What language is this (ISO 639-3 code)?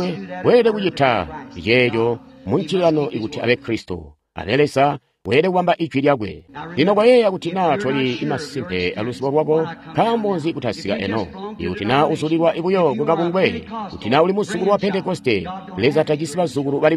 toi